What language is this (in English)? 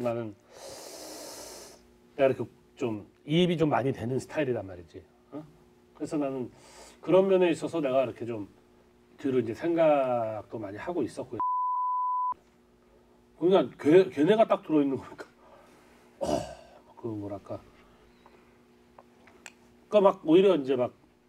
Korean